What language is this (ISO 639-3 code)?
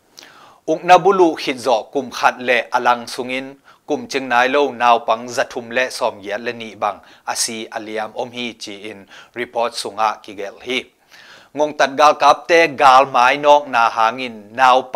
ctd